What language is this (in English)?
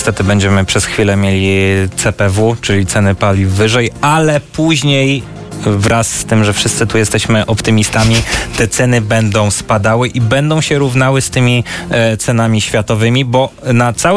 Polish